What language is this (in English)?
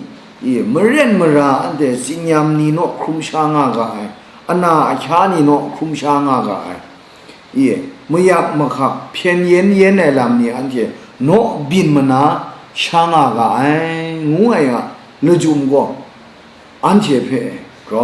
Kachin